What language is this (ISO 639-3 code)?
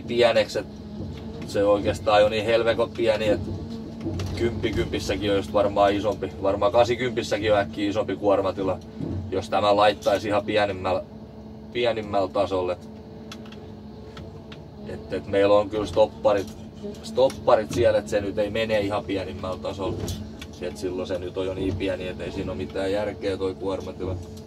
fin